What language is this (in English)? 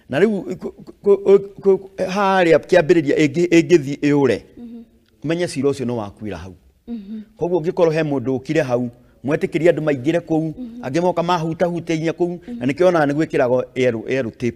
Kikuyu